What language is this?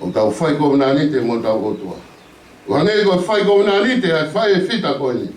Tongan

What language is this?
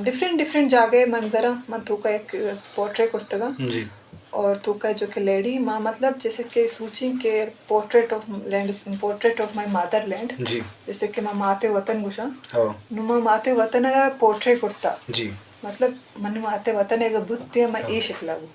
Eastern Balochi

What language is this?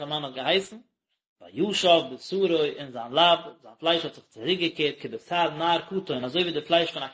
Yiddish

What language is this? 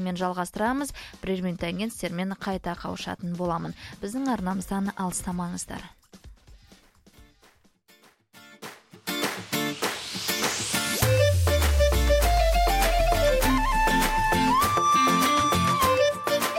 Kazakh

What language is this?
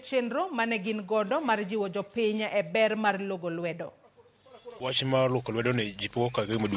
Luo (Kenya and Tanzania)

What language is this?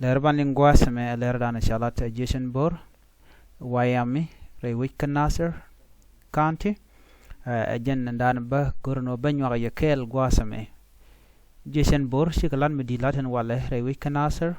Nuer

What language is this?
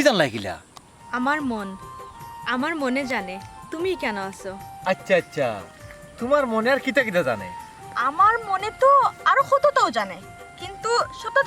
Sylheti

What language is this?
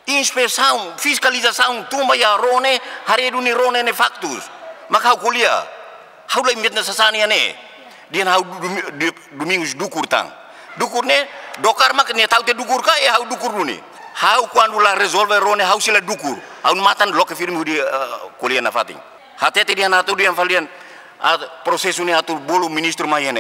Tetum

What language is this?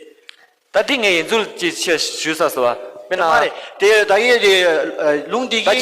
Tibetan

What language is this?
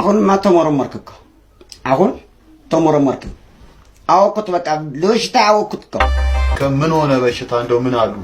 Amharic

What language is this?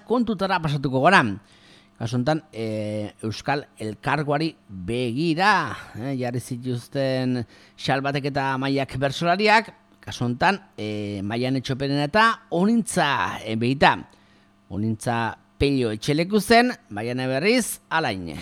Basque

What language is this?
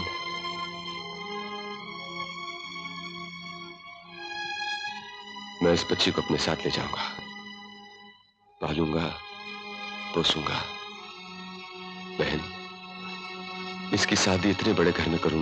Hindi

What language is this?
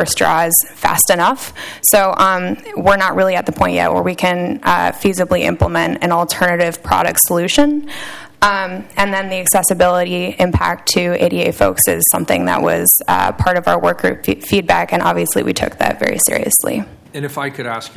English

